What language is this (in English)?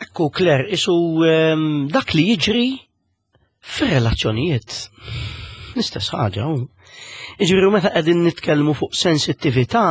Maltese